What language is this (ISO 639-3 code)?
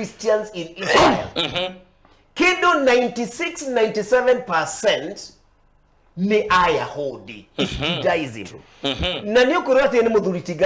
kik